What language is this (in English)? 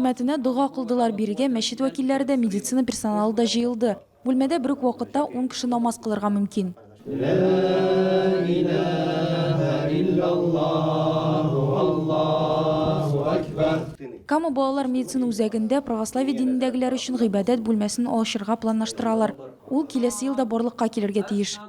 Tatar